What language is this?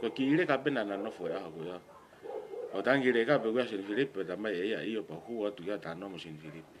Tongan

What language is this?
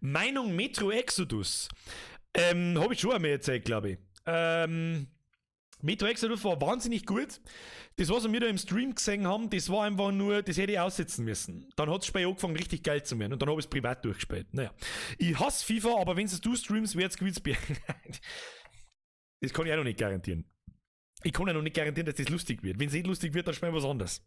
Bavarian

